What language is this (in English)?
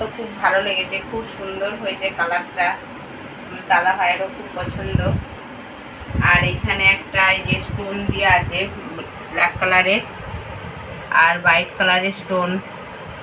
Bangla